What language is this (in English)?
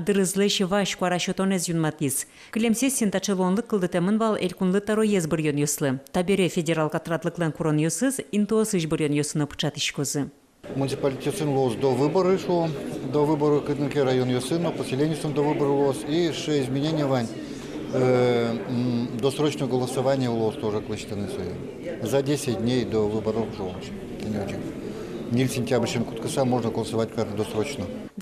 Udmurt